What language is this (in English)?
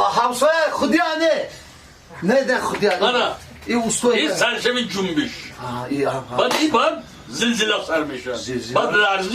Tajik